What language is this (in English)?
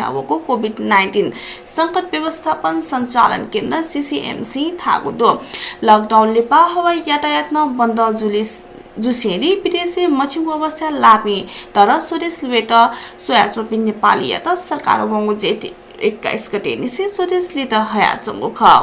Newari